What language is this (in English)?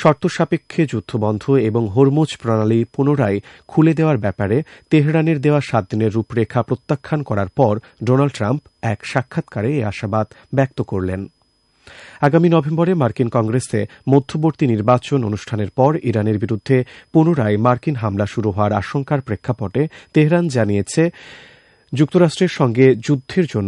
Bangla